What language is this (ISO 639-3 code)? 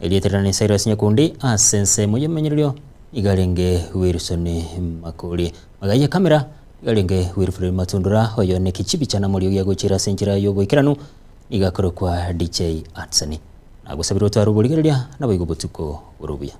guz